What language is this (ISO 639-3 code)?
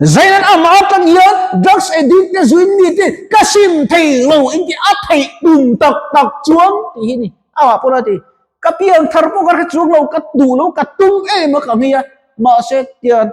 lus